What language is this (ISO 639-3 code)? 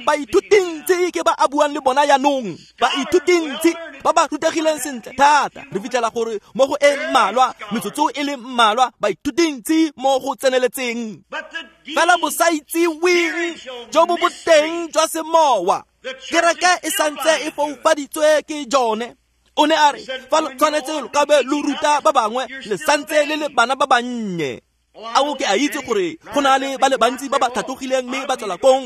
tsn